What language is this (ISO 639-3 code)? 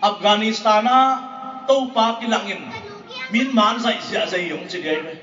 ctd